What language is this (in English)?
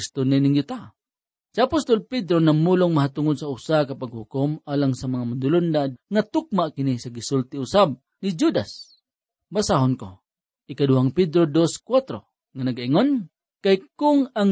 Cebuano